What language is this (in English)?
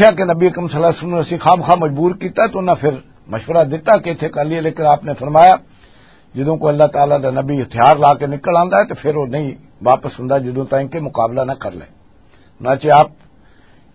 Western Panjabi